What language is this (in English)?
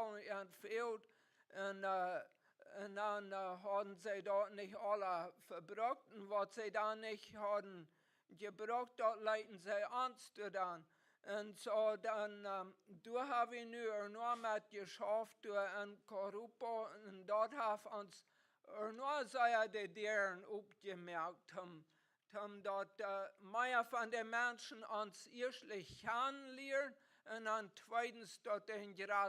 Plautdietsch